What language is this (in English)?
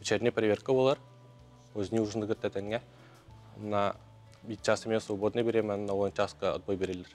Yakut